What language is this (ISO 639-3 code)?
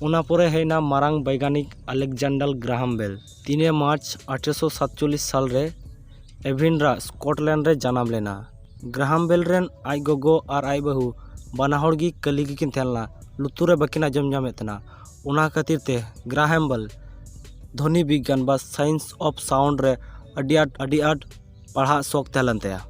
sat